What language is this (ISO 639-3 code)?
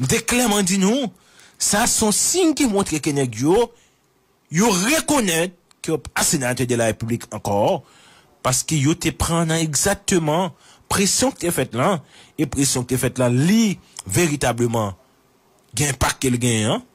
hat